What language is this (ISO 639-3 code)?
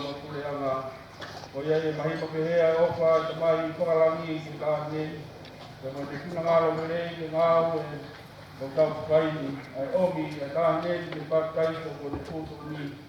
ton